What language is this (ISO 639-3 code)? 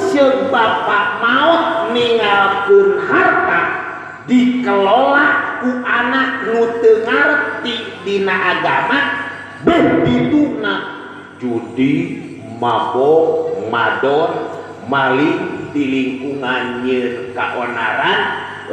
sun